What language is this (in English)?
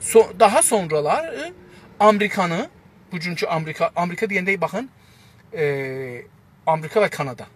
South Azerbaijani